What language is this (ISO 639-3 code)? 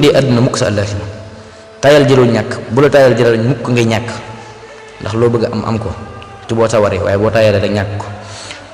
wol